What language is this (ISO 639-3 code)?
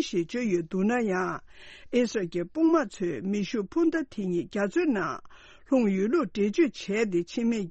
bod